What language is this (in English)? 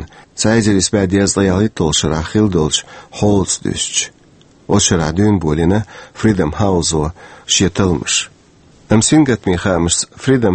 Chechen